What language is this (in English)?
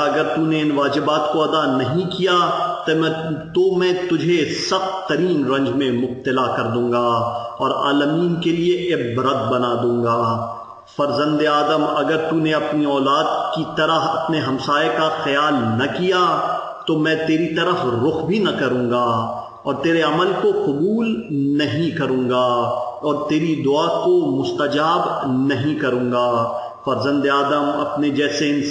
Urdu